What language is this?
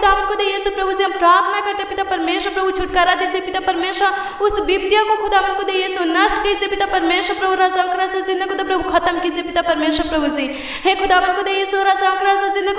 Hindi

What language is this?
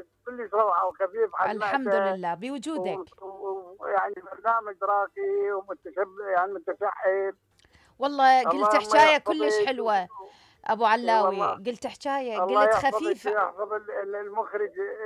Mesopotamian Arabic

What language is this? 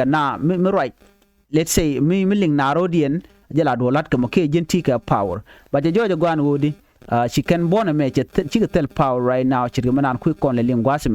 Nuer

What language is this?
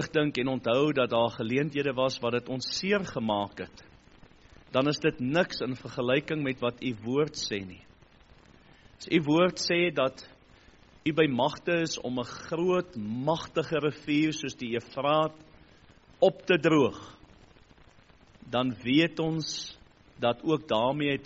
Afrikaans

